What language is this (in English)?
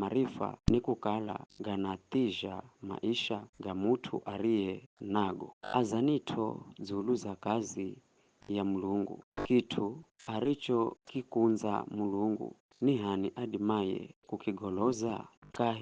Giryama